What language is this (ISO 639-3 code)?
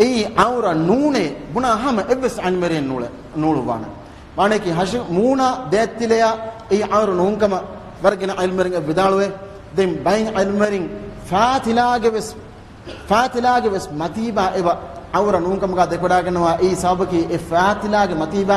div